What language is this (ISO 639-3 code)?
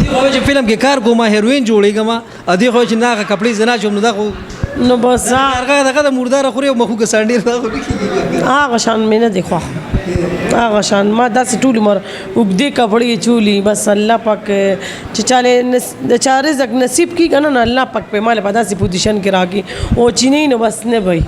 pus